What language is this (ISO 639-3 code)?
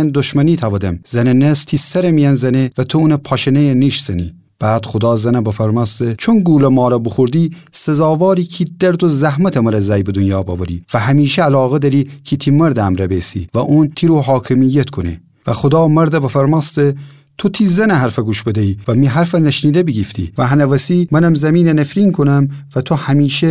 glk